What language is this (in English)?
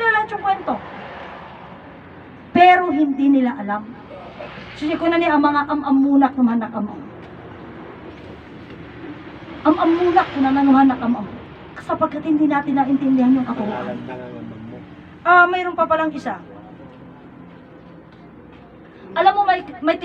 Filipino